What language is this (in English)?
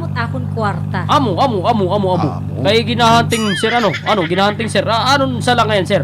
Waray